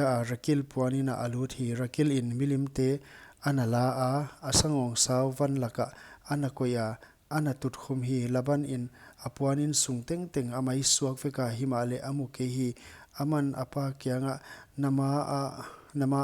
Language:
Paite Chin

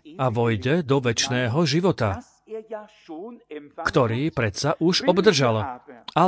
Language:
Slovak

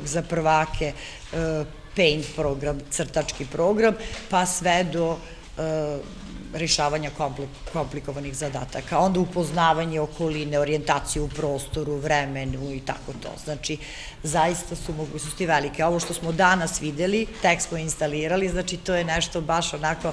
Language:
Serbian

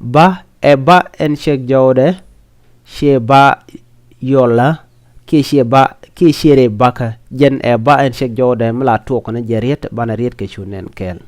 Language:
Nuer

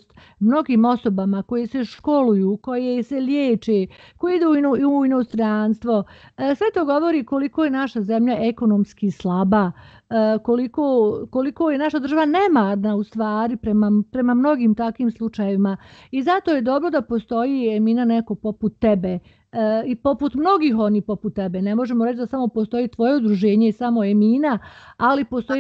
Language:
Bosnian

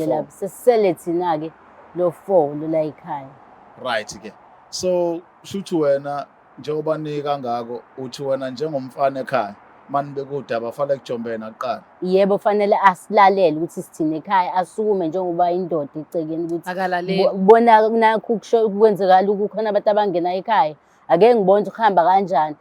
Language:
Zulu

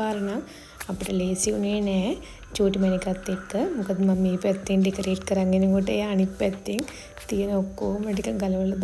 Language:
Sinhala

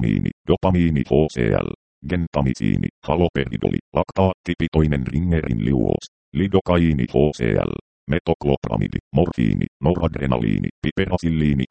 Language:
Finnish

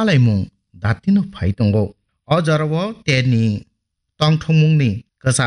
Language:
Kok Borok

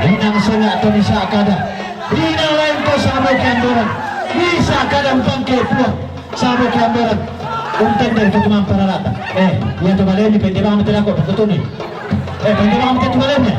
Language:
Toraja-Sa'dan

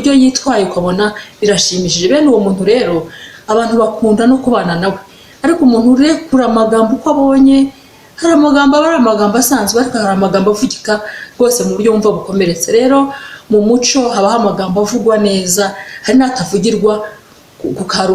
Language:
Kinyarwanda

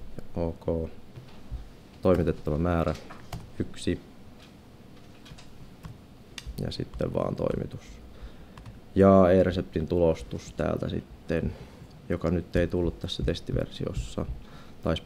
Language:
Finnish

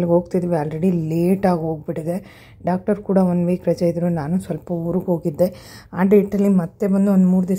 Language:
Kannada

